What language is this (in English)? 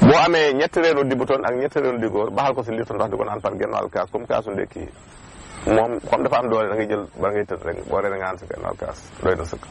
Wolof